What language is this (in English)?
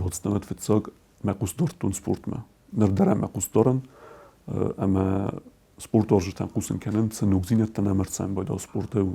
Ossetic